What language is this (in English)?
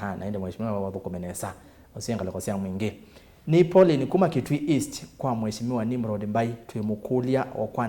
Kamba